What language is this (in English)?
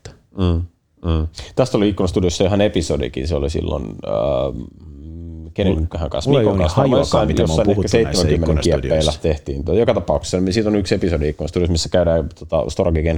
Finnish